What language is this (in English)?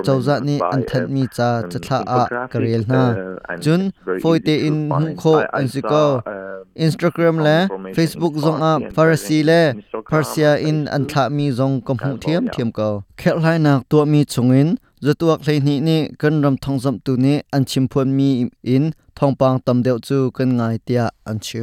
Hakha Chin